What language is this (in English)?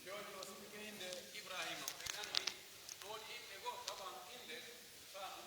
Pular